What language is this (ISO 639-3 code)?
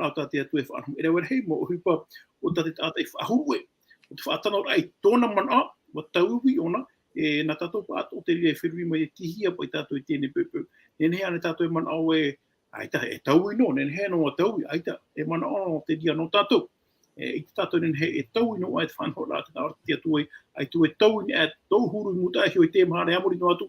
tah